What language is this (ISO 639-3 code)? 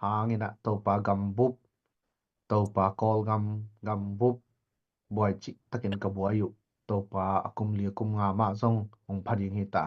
ctd